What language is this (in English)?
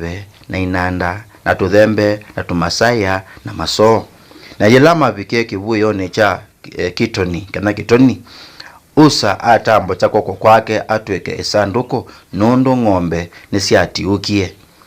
Kamba